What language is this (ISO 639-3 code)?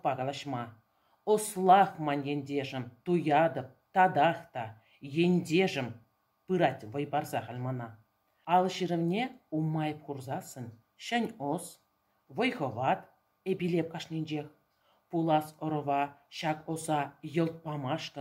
chv